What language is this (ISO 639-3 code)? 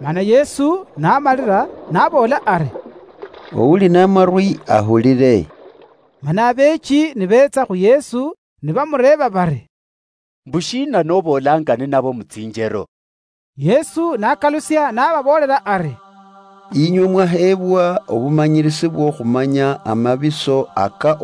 luy